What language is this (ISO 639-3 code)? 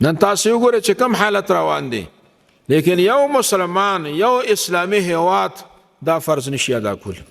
pus